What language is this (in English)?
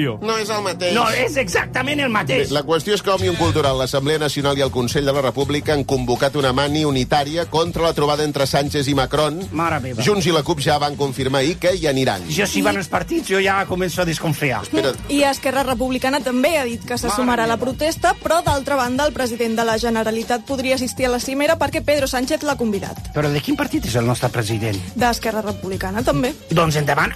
Catalan